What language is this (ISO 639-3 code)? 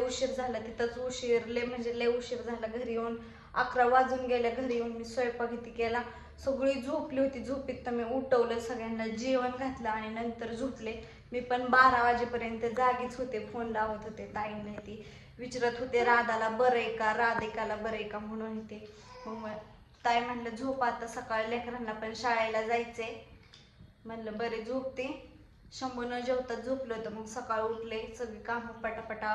mar